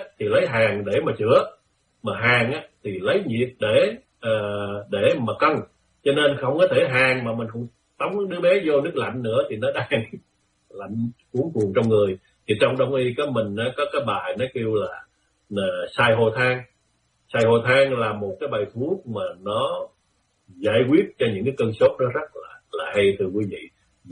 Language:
Vietnamese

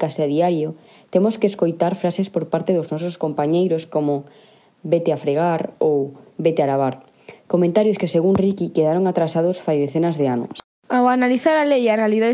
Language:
Galician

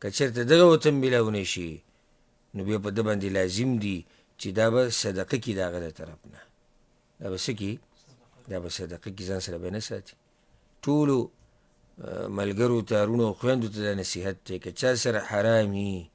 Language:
Pashto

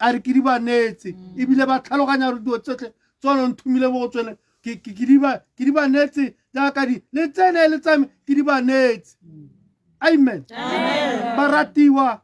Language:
Tswana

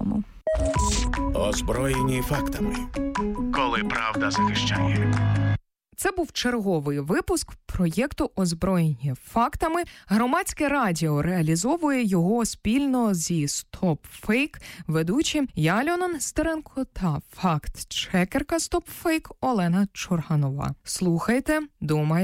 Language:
Ukrainian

